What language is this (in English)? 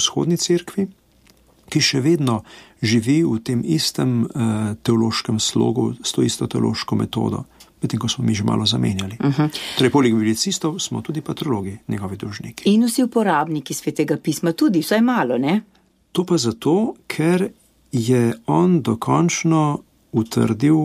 Slovenian